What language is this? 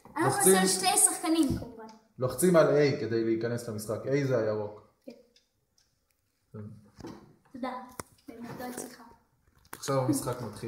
Hebrew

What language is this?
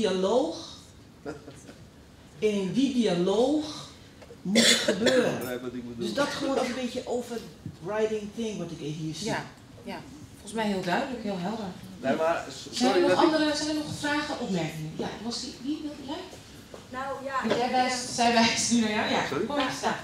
Dutch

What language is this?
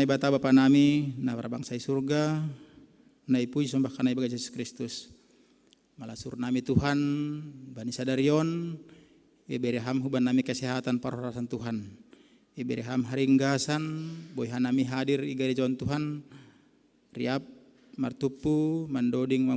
Batak Simalungun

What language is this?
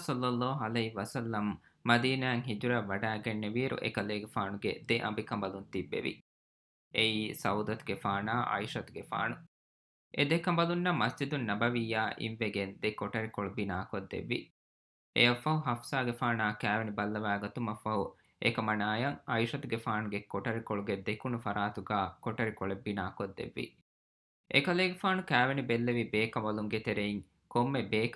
Divehi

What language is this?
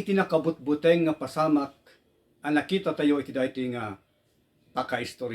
Iloko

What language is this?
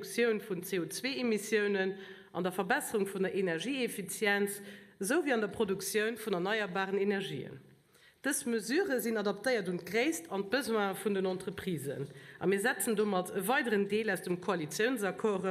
Luxembourgish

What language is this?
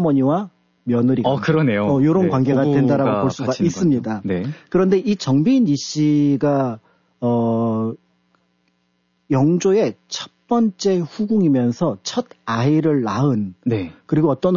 Korean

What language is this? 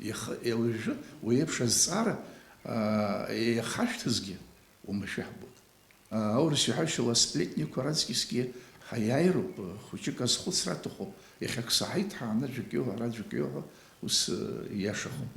Abkhazian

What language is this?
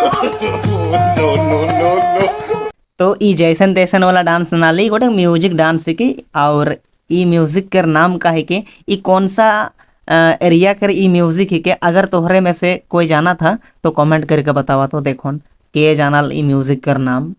Sadri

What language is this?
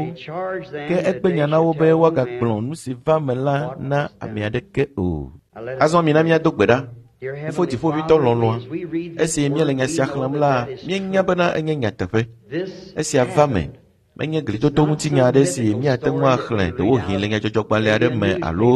Ewe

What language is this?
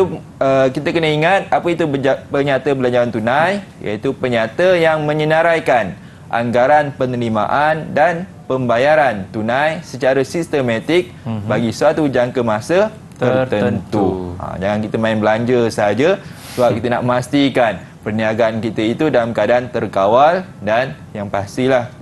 Malay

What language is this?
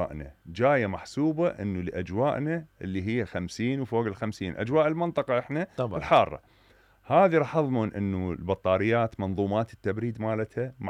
Mesopotamian Arabic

